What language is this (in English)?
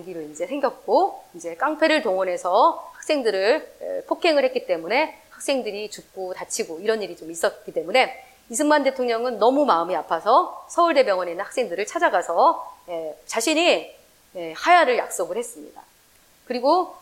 Korean